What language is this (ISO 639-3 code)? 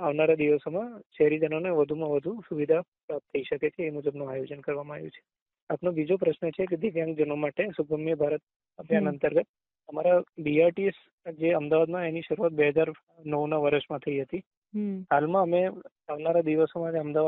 guj